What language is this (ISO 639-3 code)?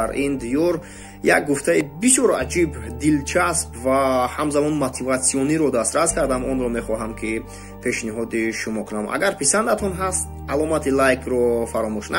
tgk